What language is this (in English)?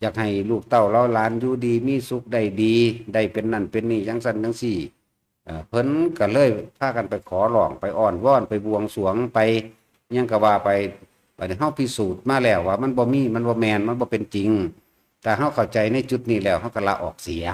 Northeastern Thai